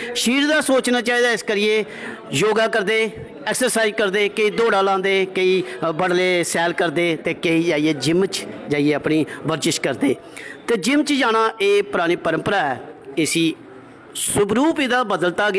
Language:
Dogri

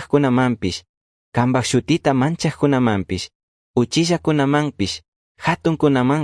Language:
Chimborazo Highland Quichua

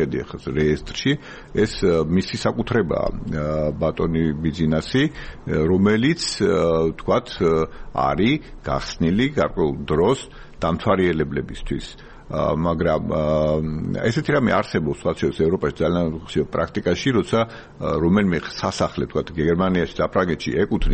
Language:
Georgian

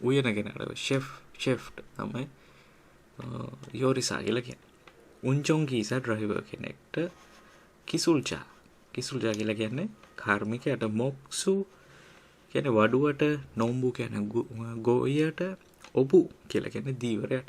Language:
Sinhala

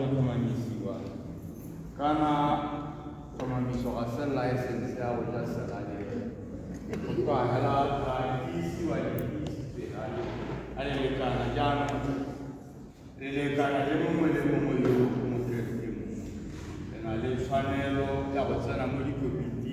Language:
Tswana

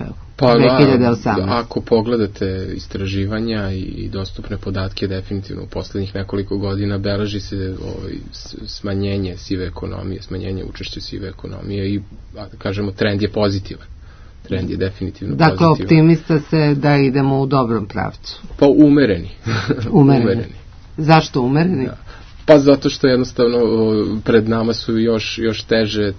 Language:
Serbian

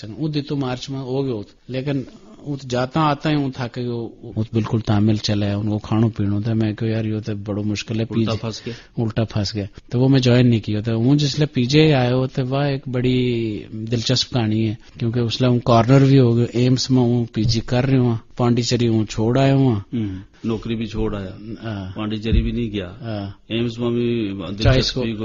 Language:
Gujari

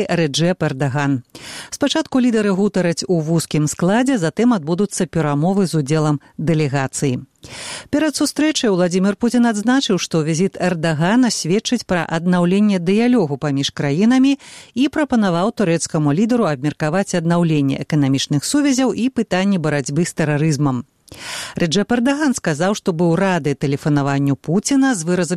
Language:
Belarusian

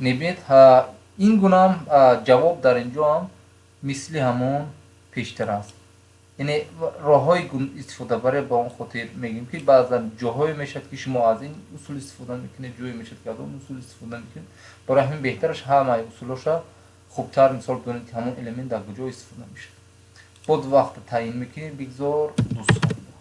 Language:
Tajik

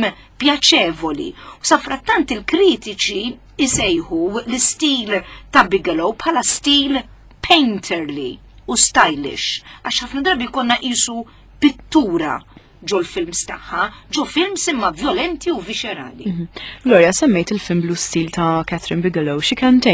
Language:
Maltese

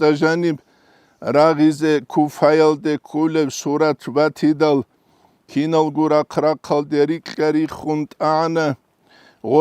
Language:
Avaric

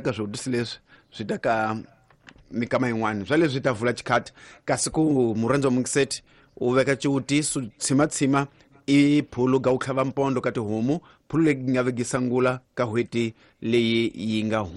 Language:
Tsonga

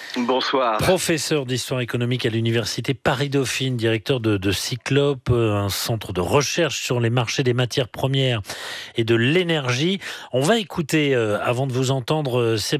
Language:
French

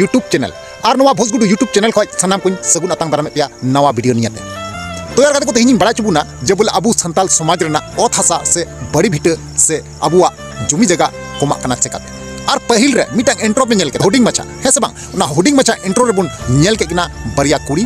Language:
Santali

